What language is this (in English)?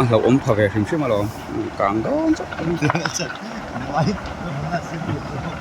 Mizo